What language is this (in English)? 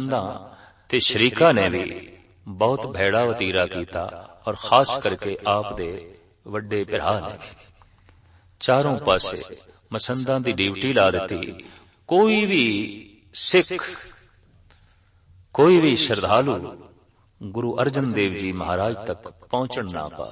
Punjabi